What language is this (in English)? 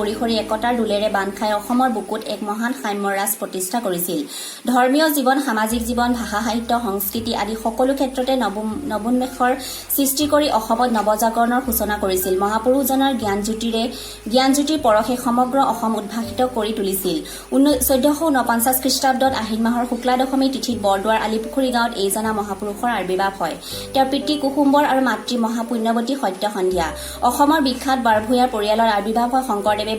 Assamese